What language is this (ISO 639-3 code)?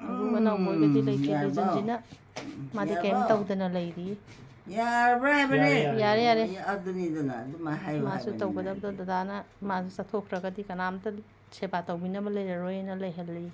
mni